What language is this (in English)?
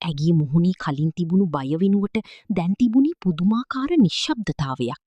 Sinhala